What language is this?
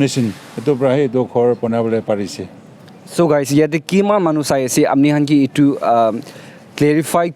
Naga Pidgin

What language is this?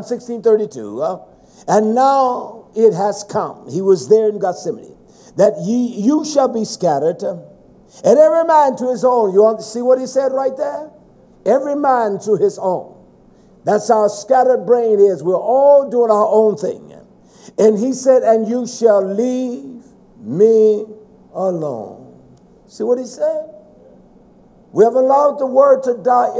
English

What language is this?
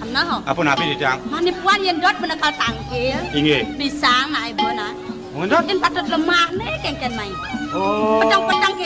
Balinese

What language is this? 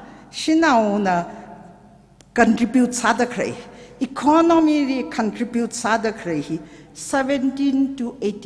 Tangkhul Naga (India)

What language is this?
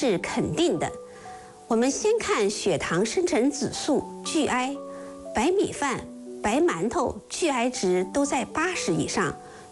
Chinese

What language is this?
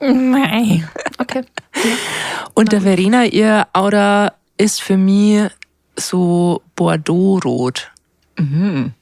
Bavarian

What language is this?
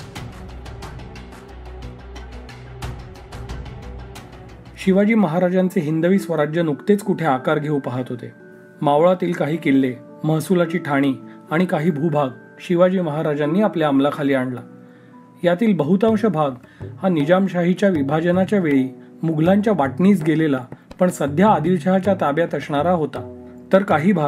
Marathi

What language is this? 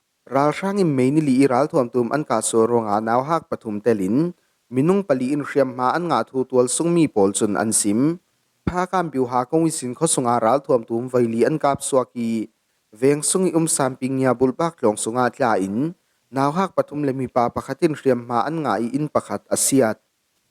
Falam Chin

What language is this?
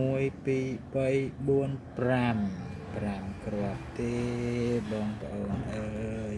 Khmer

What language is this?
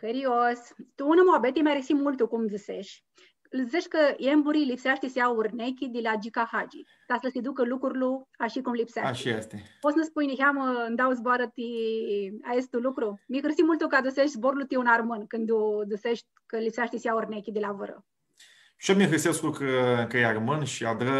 Aromanian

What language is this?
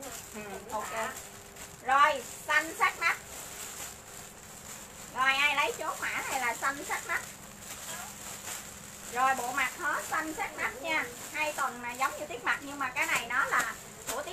Vietnamese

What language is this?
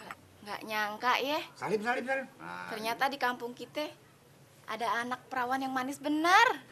Betawi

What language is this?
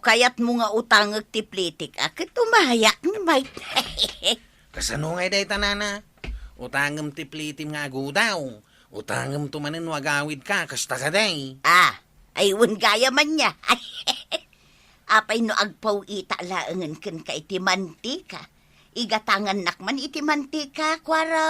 Iloko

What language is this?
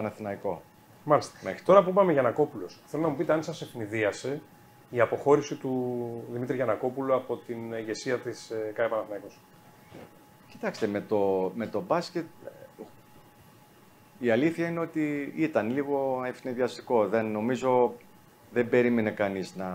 Greek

